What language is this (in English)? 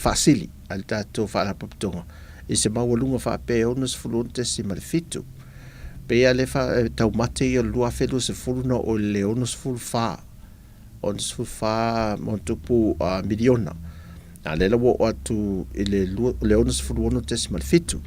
Samoan